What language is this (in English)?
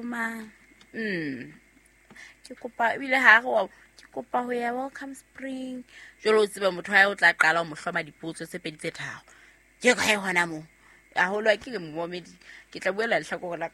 Southern Sotho